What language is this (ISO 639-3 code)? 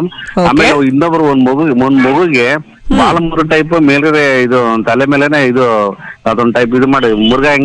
kan